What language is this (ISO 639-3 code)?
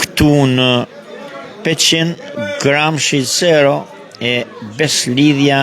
sqi